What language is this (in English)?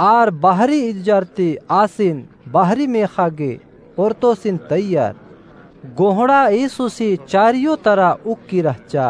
Kurukh